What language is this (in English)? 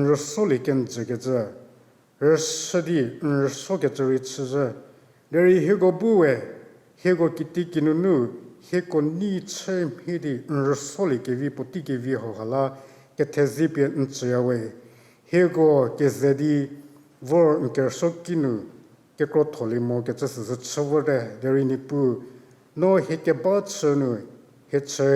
Angami Naga